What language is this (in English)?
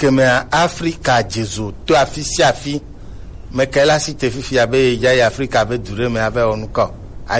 Gen